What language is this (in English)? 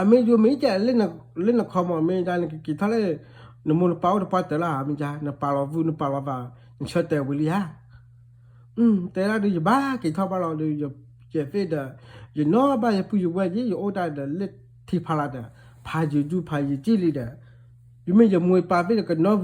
S'gaw Karen